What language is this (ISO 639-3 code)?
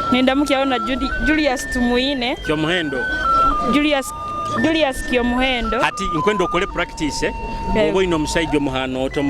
nyo